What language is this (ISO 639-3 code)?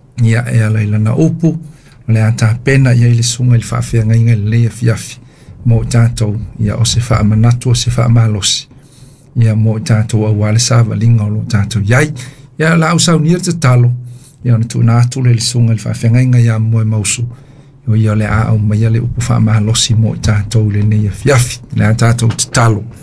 smo